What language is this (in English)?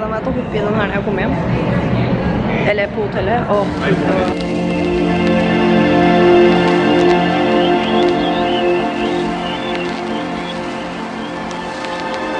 Norwegian